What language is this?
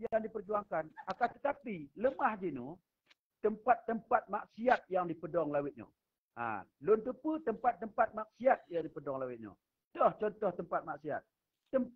Achinese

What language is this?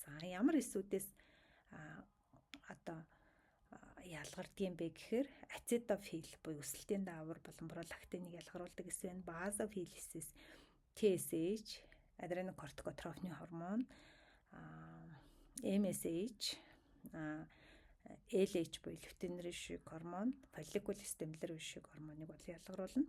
Mongolian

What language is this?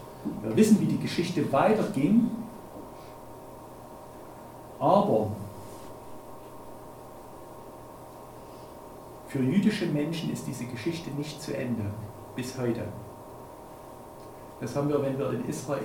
German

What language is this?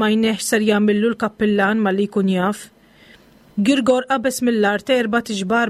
Maltese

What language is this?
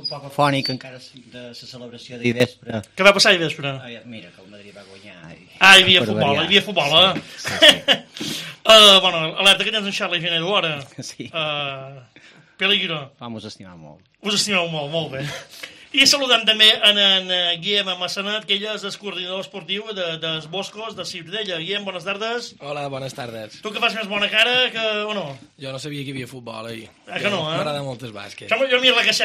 Catalan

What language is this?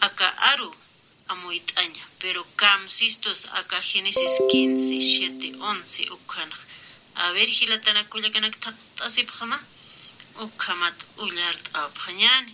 Aymara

